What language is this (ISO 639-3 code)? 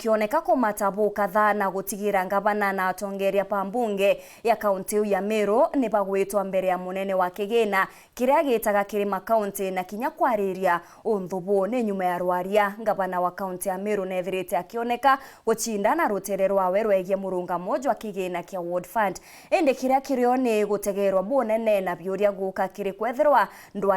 mer